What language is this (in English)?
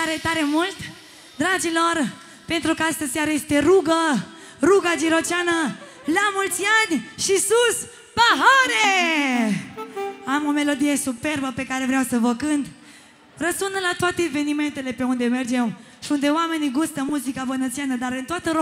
Romanian